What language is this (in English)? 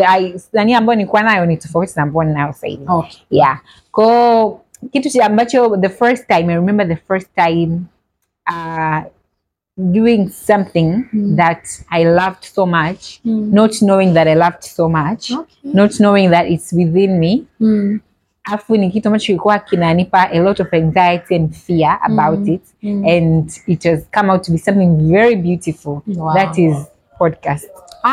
Swahili